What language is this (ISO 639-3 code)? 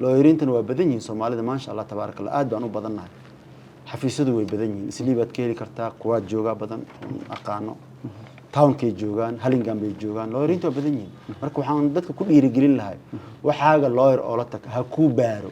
som